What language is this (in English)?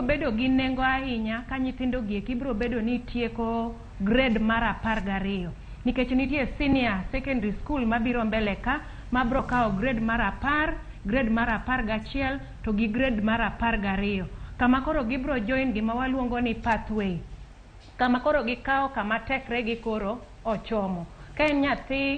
Luo (Kenya and Tanzania)